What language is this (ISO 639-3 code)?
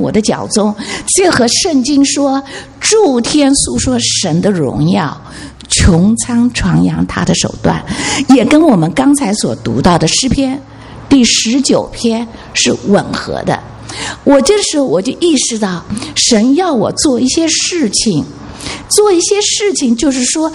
zho